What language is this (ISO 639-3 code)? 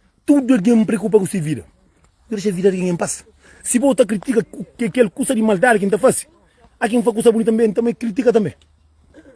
kea